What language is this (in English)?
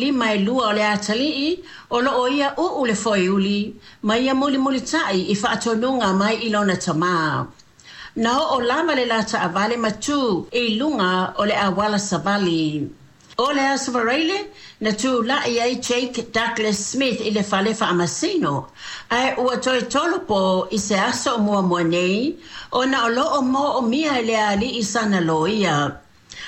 Samoan